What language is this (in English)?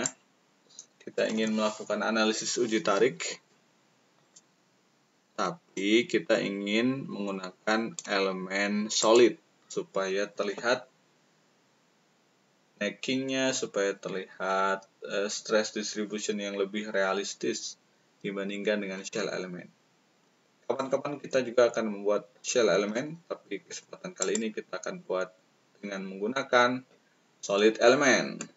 Indonesian